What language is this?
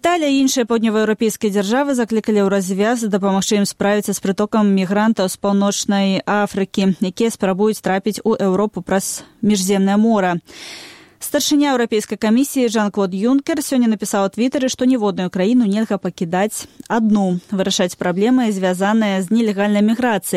Belarusian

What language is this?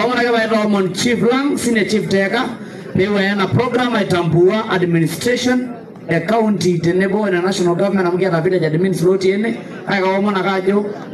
Masai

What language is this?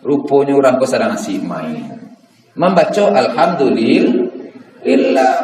Minangkabau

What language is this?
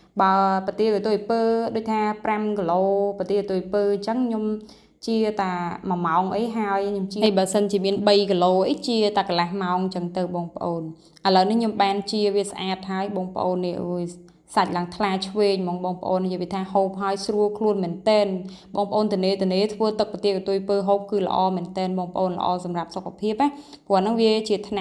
Khmer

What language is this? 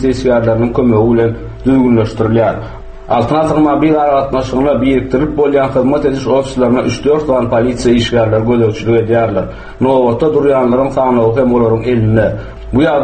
Turkmen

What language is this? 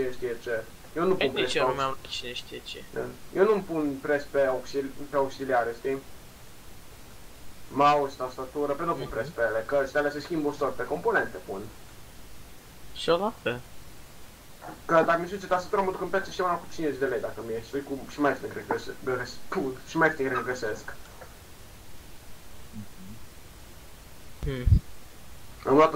Romanian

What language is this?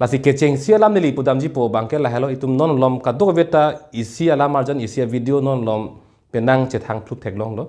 Karbi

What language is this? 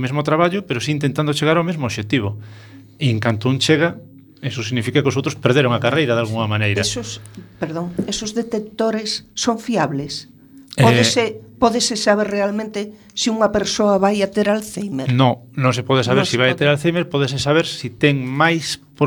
Galician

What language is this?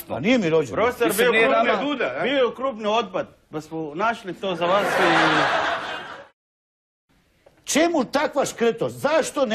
Croatian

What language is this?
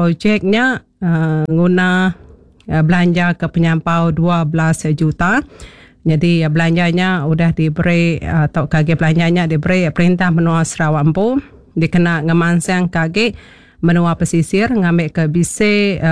Iban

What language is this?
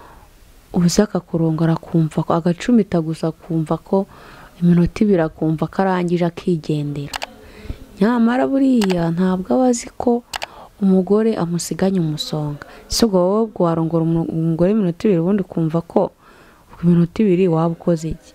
Kinyarwanda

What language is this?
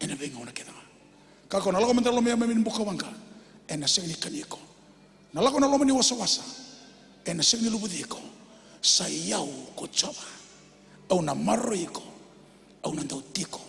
Fijian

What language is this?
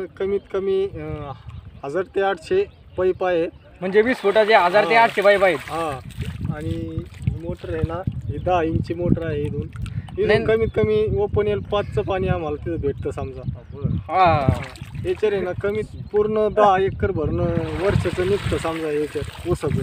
Marathi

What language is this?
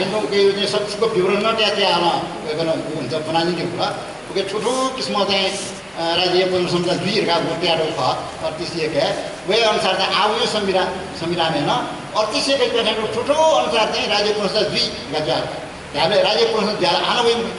Newari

